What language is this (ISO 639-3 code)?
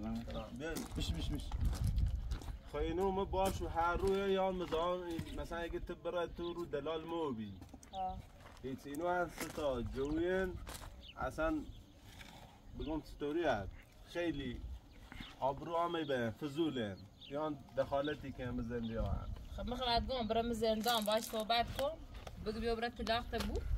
fas